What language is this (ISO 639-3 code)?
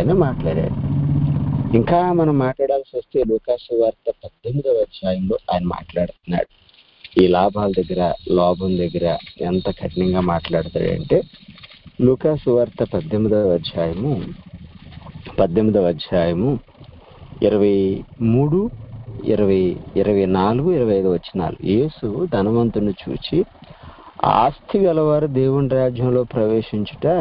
tel